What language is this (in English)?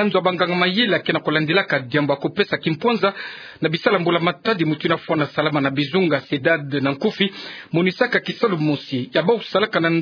Kituba (Democratic Republic of Congo)